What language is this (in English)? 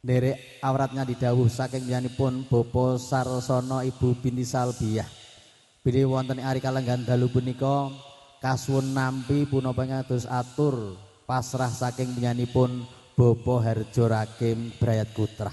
Javanese